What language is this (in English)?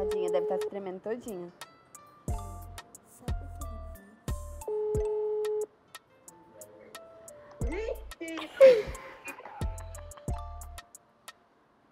Portuguese